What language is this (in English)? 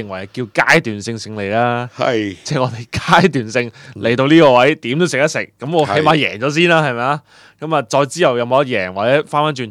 Cantonese